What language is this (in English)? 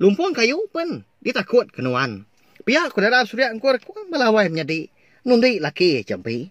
Iban